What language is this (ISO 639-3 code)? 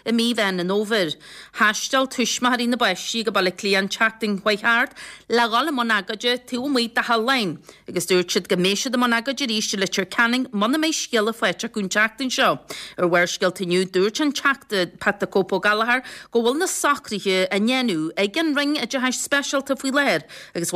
gle